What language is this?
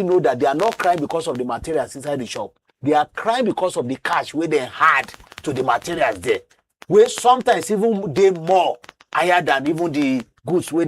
Nigerian Pidgin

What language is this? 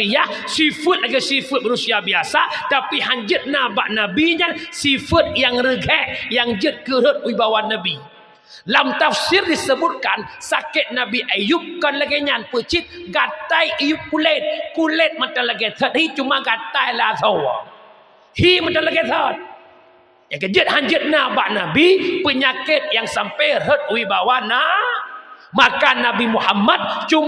Achinese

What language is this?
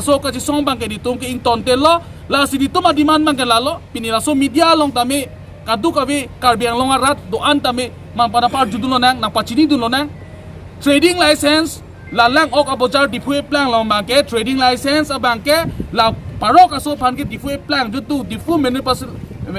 Karbi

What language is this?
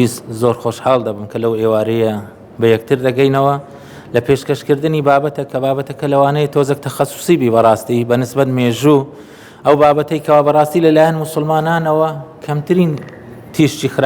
Central Kurdish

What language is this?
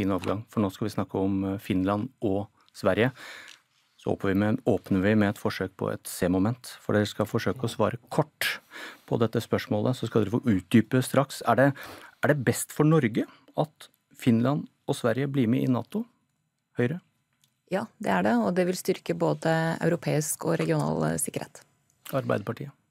Norwegian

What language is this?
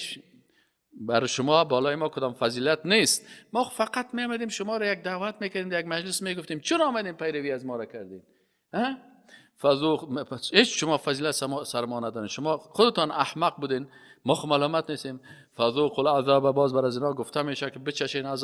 Persian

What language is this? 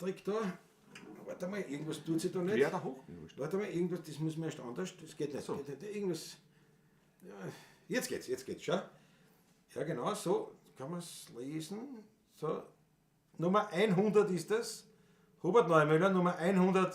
Bavarian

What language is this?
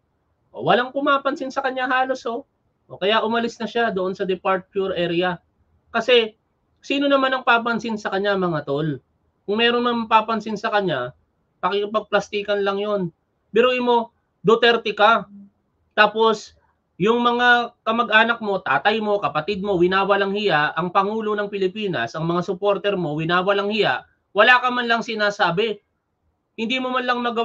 Filipino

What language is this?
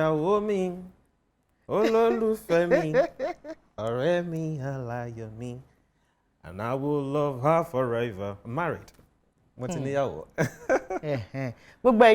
Yoruba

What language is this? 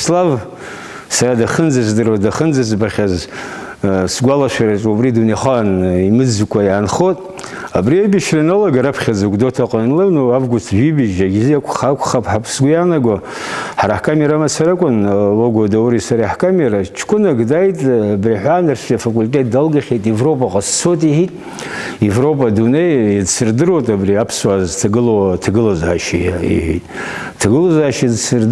Abkhazian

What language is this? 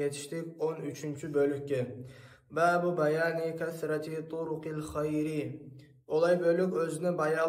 Kumyk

